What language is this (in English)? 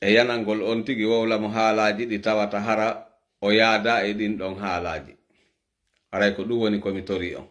Fula